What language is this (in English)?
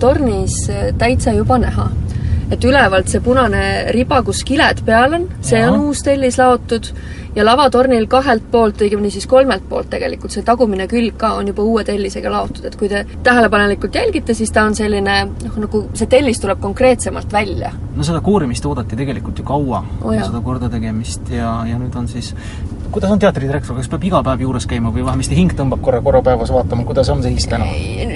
Estonian